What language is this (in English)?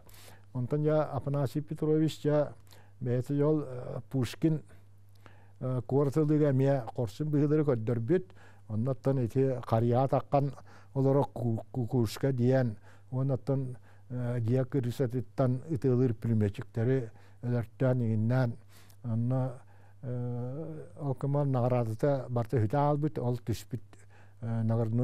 Yakut